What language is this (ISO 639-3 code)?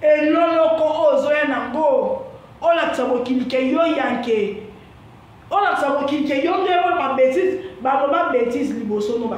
lin